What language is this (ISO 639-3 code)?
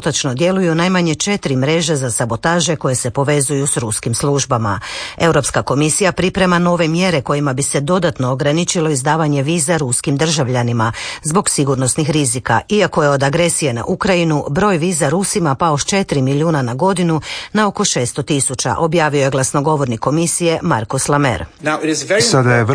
hrv